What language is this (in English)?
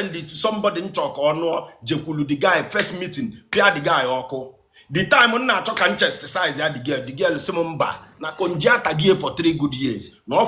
Igbo